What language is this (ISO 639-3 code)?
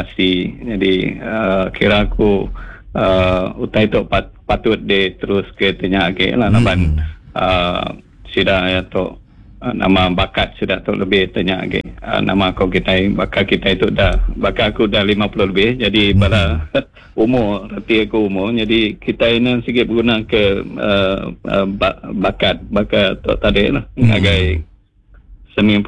iba